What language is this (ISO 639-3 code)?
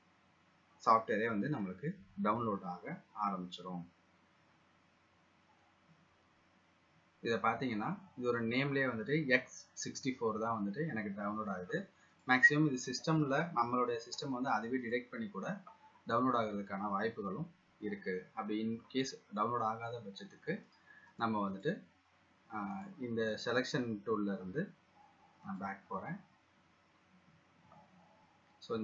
tam